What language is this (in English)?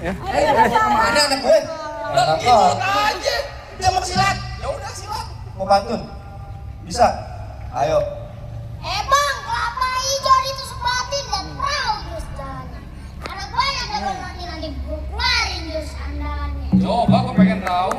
Betawi